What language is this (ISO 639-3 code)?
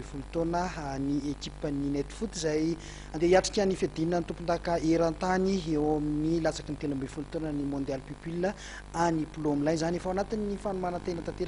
mlg